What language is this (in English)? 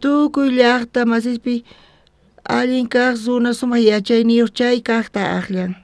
South Bolivian Quechua